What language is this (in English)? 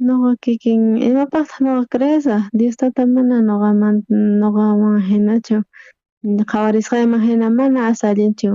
South Bolivian Quechua